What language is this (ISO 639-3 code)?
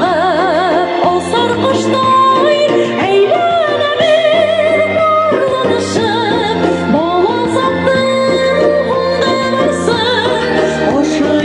bak